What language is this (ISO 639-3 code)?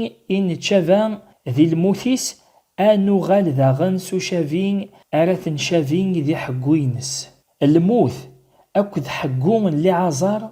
kab